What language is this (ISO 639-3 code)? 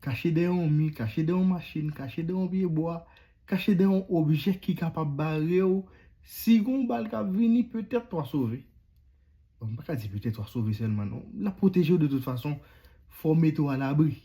hat